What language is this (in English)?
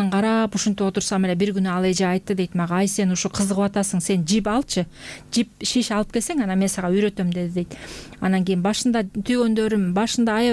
Kyrgyz